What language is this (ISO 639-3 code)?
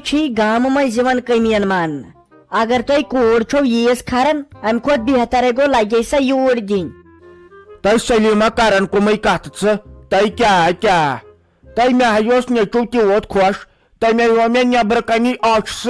kas